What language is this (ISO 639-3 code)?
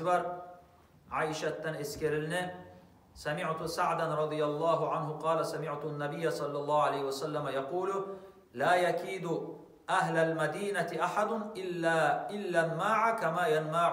kum